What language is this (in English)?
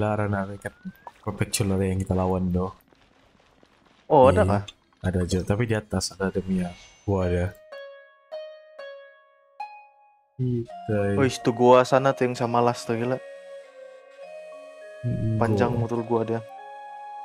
Indonesian